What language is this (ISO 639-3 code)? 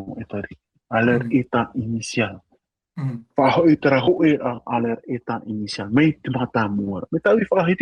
tah